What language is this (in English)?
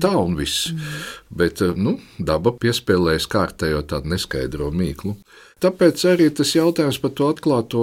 Latvian